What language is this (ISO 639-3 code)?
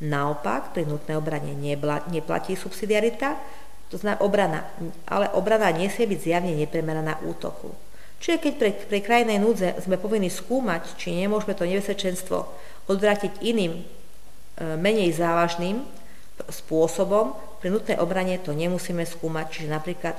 slk